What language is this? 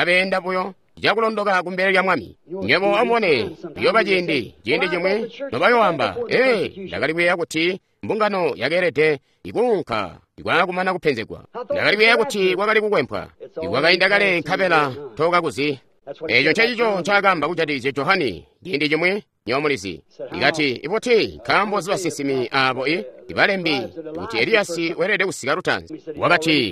Tonga (Zambia)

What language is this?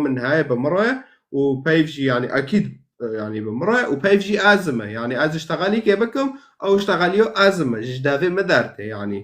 Kurdish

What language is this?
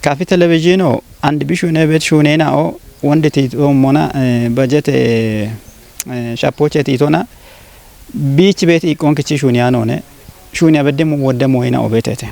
Kafa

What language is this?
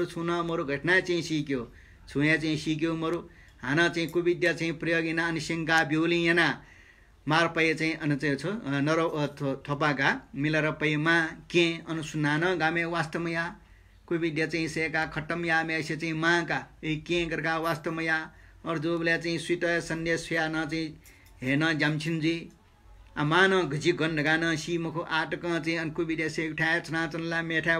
Newari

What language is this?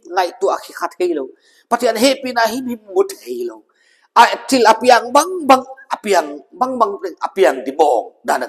Paite Chin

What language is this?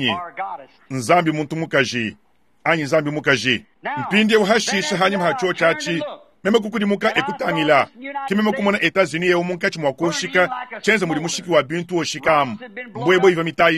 Luba-Lulua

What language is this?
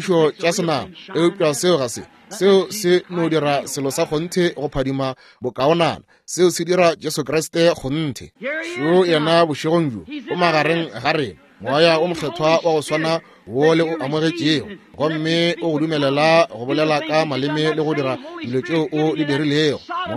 Northern Sotho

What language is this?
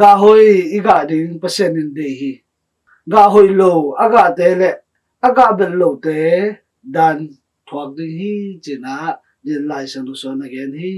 Tedim Chin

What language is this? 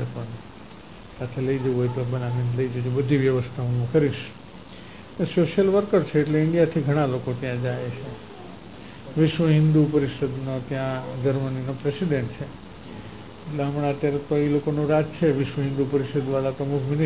Gujarati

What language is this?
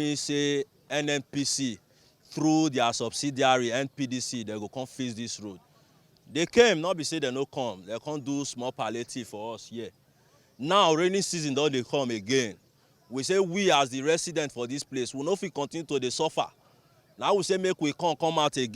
Nigerian Pidgin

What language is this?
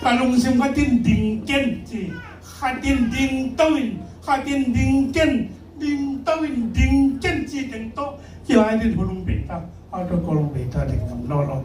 Tedim Chin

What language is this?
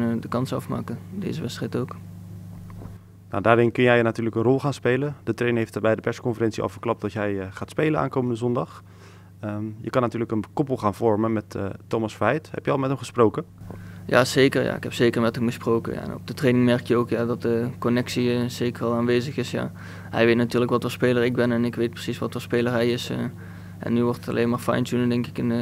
Dutch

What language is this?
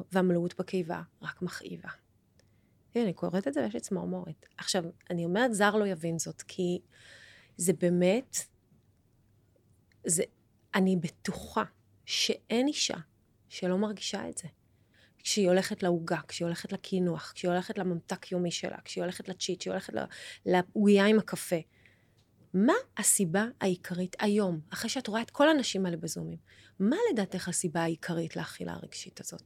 Hebrew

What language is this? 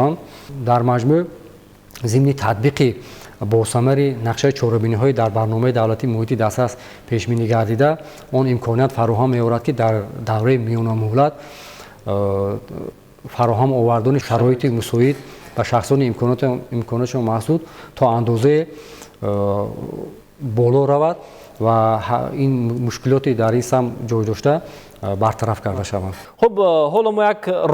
Tajik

